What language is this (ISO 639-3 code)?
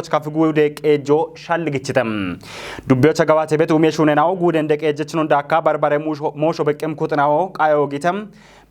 kbr